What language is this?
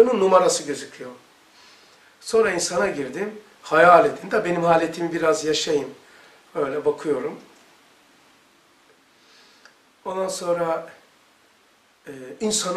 Turkish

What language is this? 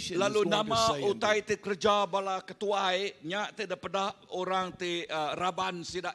Iban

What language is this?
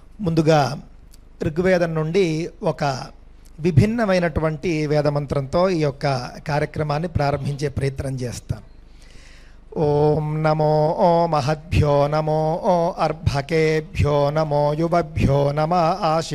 Telugu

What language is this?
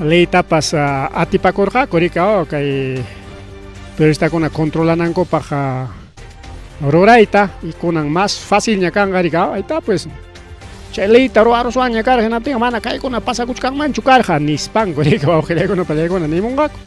Ayacucho Quechua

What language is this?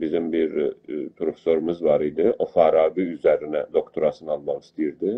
South Azerbaijani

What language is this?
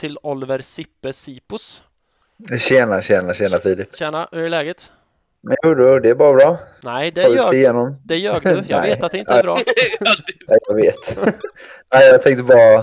Swedish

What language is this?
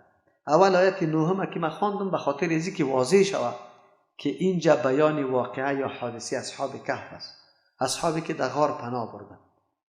Persian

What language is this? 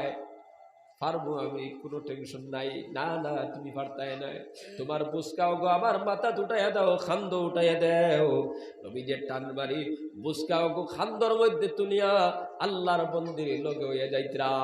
Sylheti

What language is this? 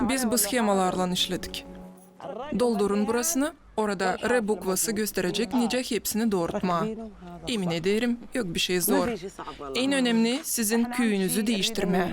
Gagauz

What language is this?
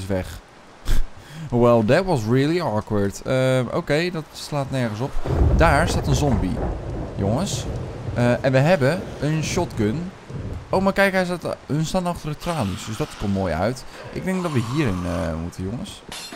Dutch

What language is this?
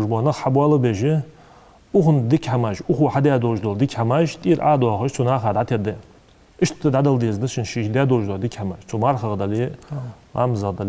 Ingush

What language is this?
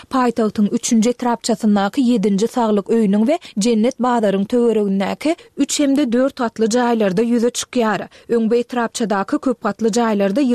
Turkmen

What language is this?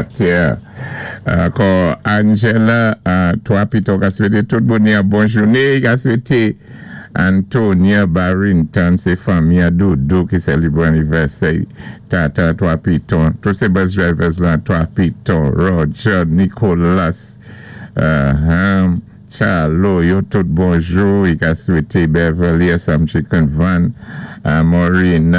Saint Lucian Creole French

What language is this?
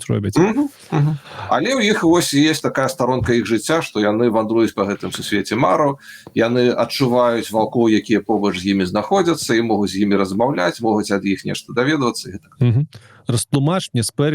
Belarusian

